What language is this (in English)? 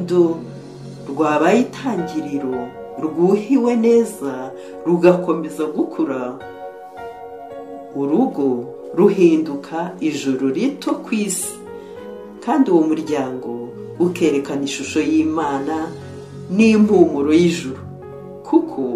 Kinyarwanda